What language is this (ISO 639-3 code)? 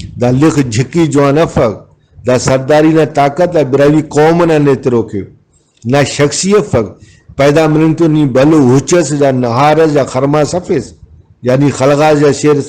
brh